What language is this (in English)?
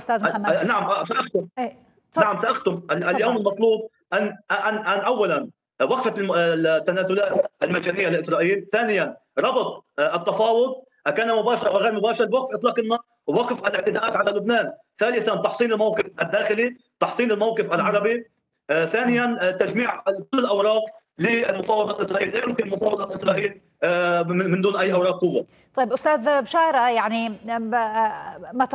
Arabic